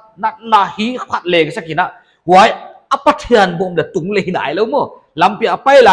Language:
Paite Chin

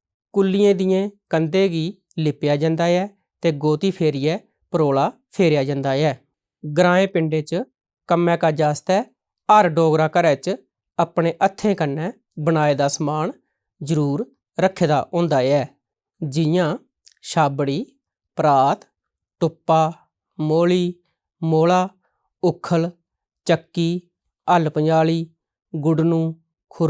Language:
Dogri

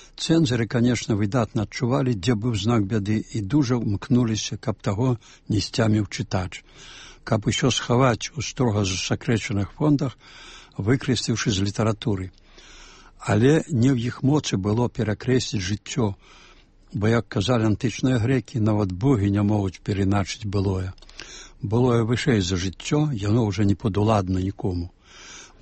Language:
Belarusian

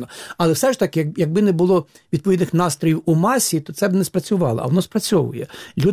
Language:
Ukrainian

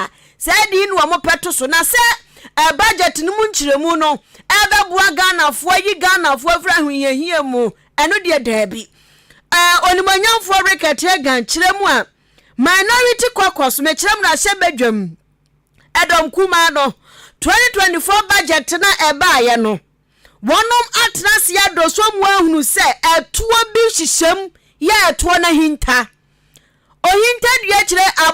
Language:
Akan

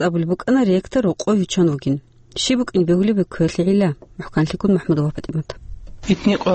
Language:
Avaric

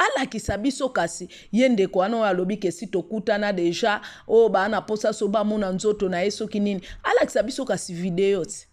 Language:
Lingala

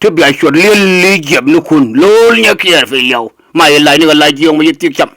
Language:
Nuer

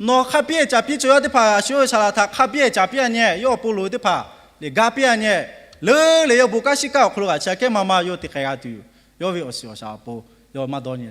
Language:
Lahu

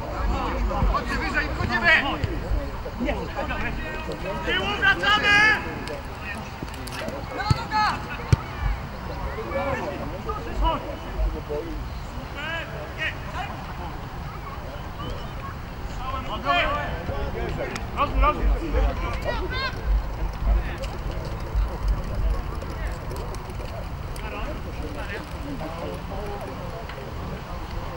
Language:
Polish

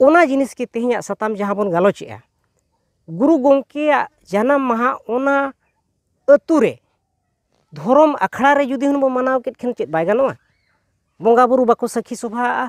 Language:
Santali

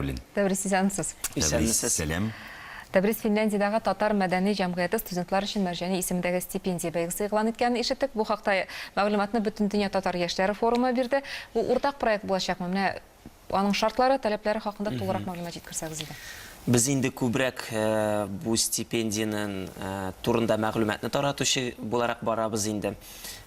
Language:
Tatar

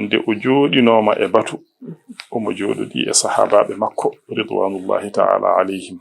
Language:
Fula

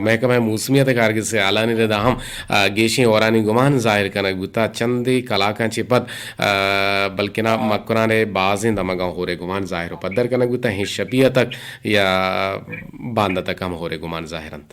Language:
Eastern Balochi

